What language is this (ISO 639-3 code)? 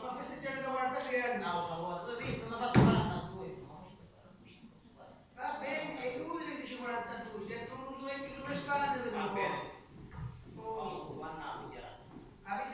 scn